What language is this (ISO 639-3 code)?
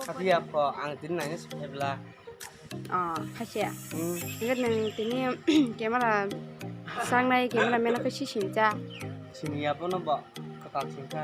trp